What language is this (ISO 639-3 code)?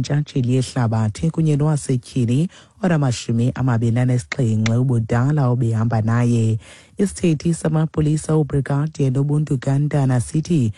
xho